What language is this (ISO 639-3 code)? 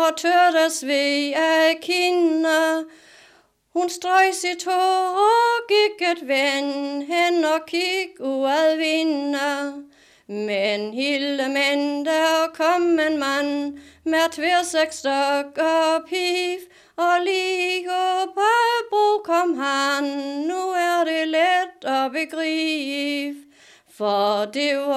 dan